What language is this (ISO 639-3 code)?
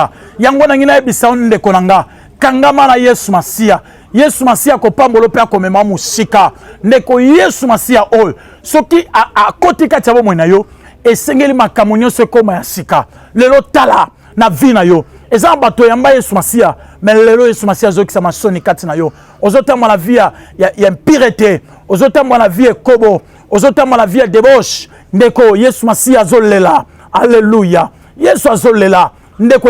lin